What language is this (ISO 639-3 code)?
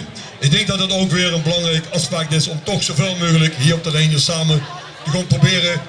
lim